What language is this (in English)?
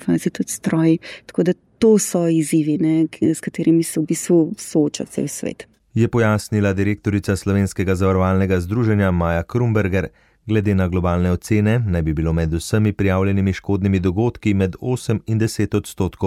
Slovenian